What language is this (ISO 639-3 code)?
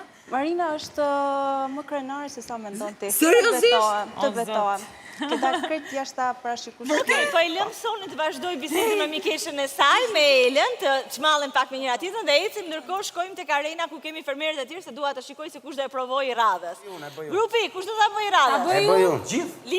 sqi